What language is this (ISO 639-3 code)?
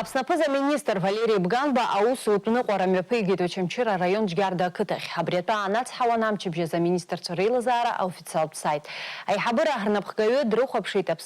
abk